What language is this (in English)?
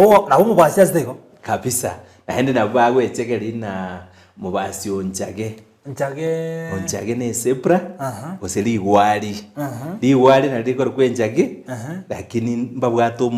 Gusii